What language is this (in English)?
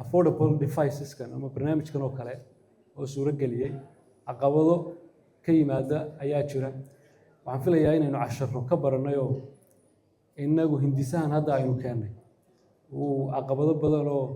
Somali